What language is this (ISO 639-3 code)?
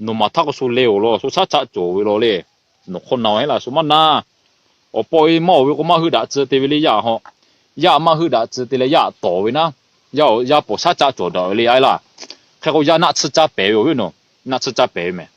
lhu